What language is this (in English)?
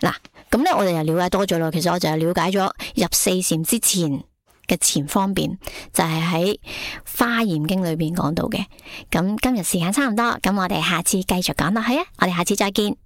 Cantonese